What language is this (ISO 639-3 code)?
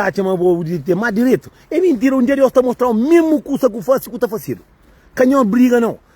kea